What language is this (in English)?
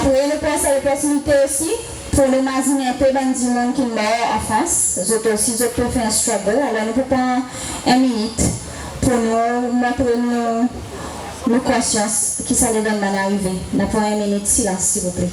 Seselwa Creole French